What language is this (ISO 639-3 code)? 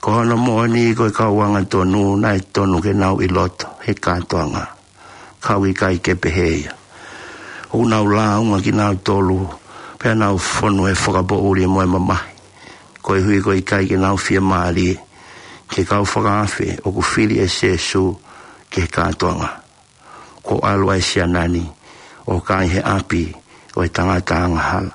ton